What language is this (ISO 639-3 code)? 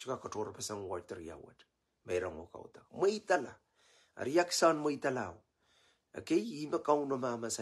pon